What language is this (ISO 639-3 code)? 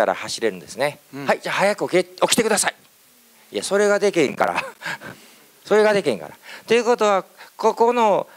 jpn